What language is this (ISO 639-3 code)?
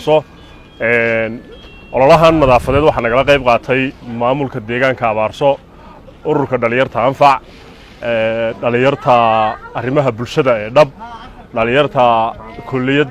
som